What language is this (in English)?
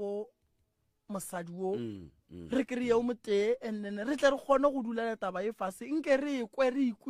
Northern Sotho